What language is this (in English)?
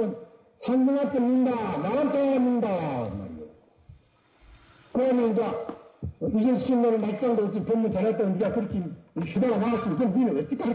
Korean